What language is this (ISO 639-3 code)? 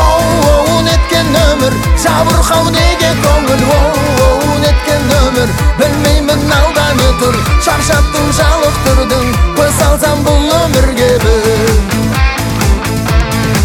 kaz